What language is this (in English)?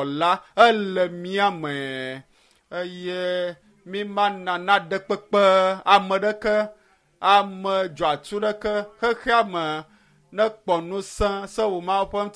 Ewe